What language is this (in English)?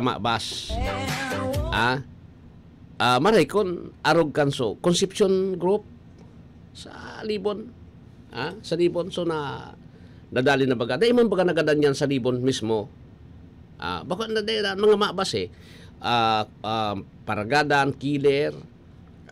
Bikol